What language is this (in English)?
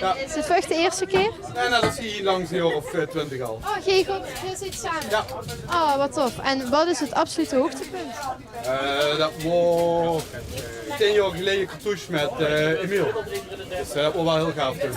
Limburgish